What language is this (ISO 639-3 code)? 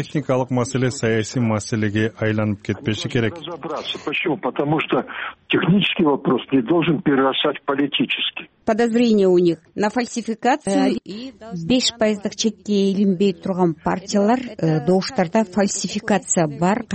kir